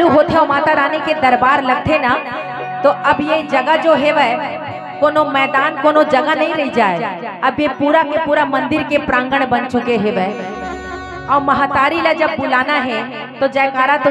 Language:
Chhattisgarhi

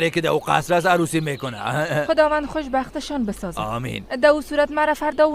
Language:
Persian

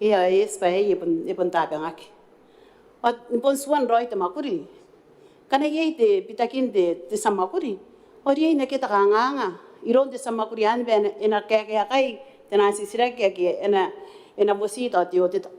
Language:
Gilbertese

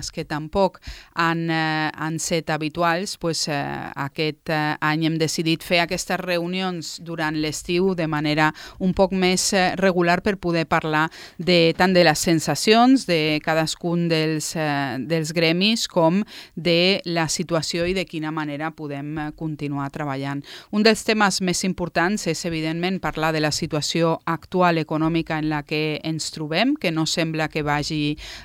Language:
Catalan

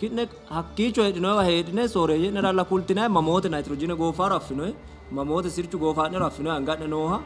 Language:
Sidamo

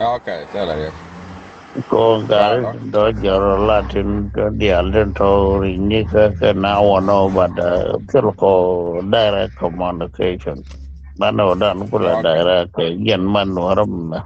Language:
Nuer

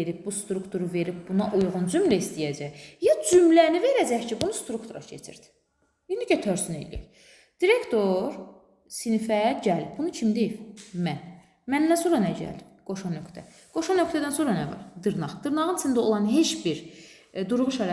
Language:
Azerbaijani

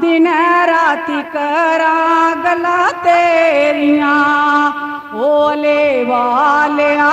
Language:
Dogri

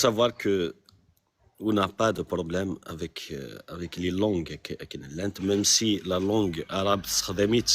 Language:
Kabyle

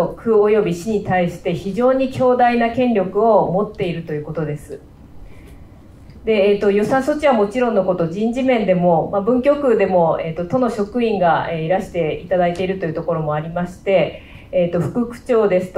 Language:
Japanese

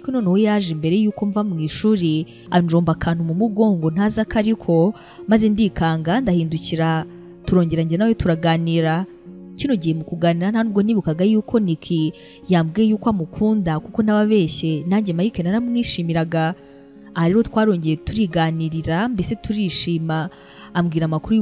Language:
Kinyarwanda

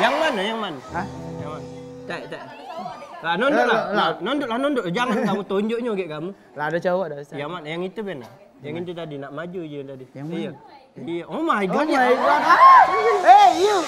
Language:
Musi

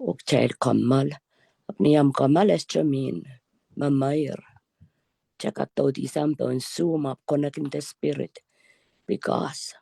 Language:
Pohnpeian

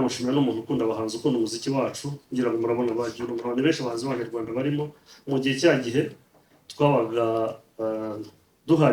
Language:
Kinyarwanda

